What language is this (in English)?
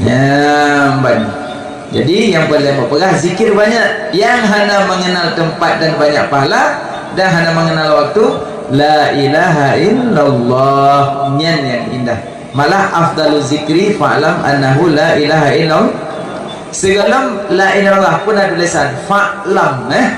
Achinese